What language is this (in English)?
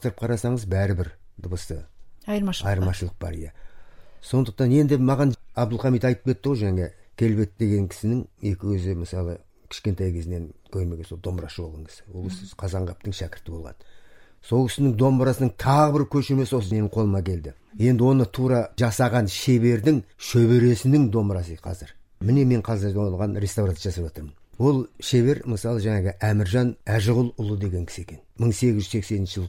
Kazakh